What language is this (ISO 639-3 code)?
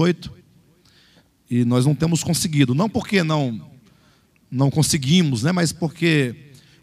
por